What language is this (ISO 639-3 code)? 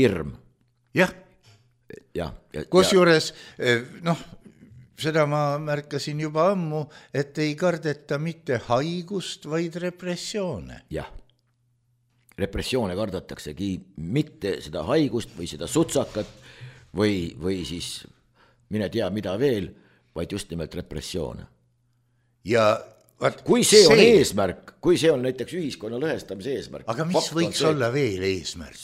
est